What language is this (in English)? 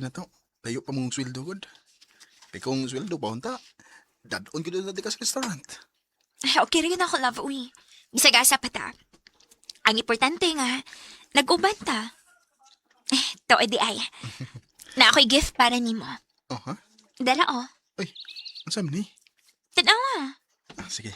Cebuano